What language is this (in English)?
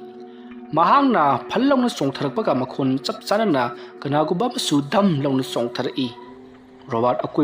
Manipuri